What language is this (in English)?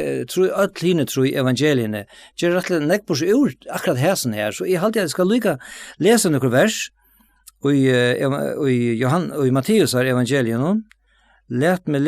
Faroese